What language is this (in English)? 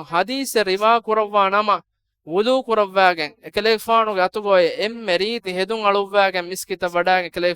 Divehi